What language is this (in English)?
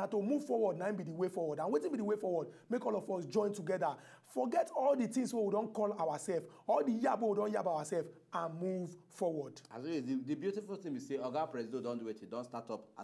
Nigerian Pidgin